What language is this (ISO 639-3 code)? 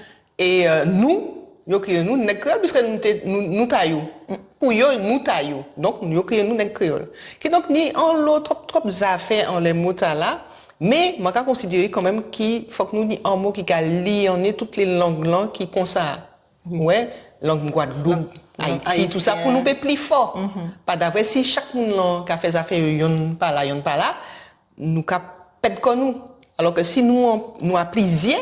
gcf